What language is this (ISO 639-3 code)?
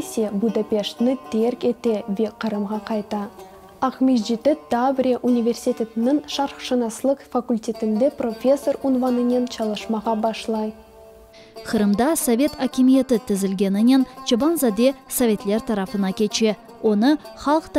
crh